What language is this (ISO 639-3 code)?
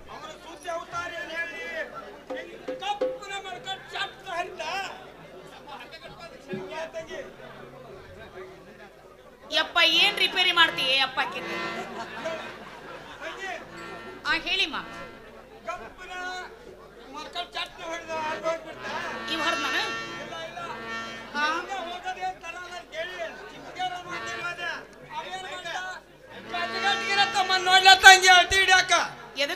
kan